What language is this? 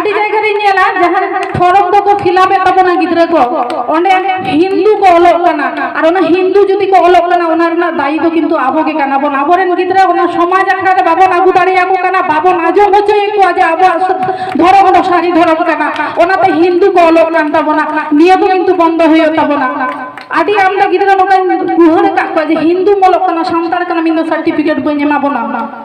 Santali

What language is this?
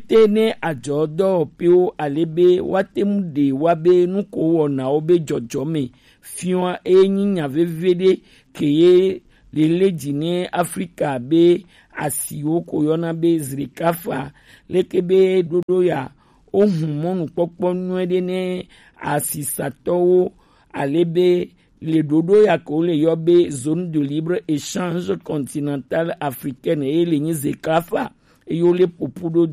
Gen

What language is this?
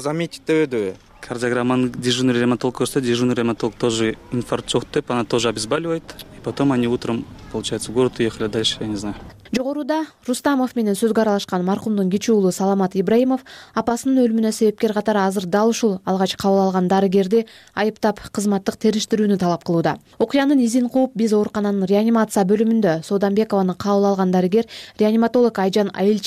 Kyrgyz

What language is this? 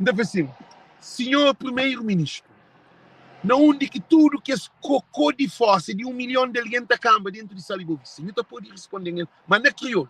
Kabuverdianu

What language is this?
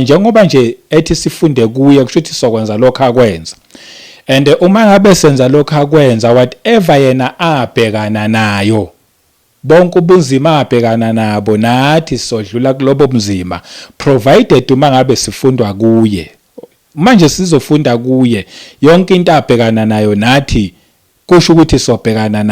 Zulu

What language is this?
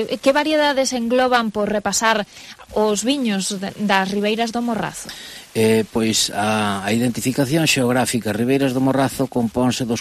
Galician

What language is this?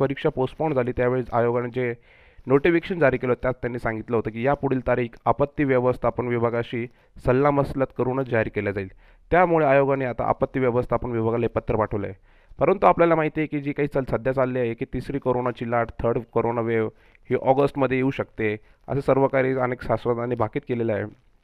Marathi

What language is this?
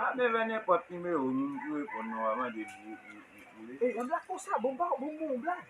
Haitian Creole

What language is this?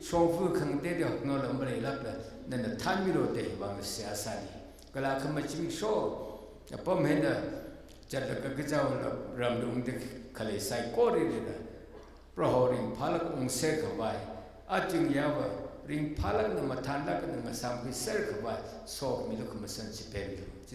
Tangkhul Naga (India)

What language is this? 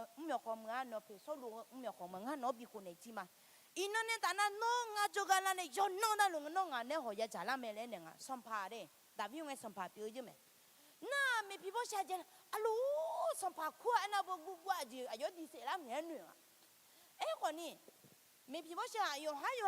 Akha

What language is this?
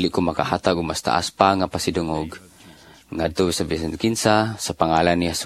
Cebuano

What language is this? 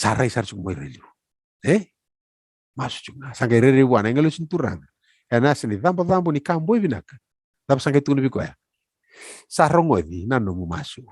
Fijian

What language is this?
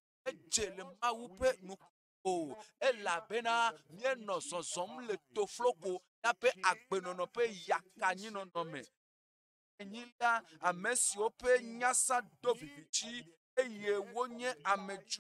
Ewe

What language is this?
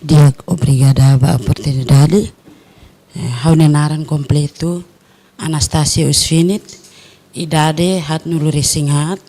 Tetum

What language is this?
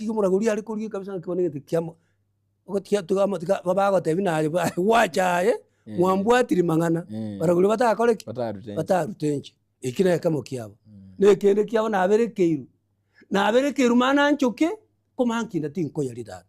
Gusii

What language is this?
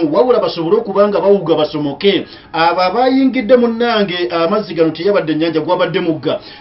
Ganda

